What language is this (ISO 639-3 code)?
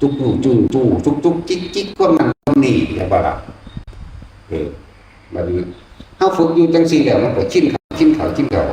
tts